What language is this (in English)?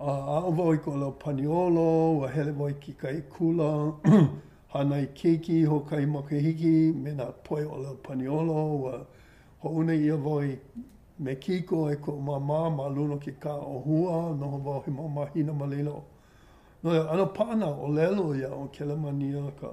Hawaiian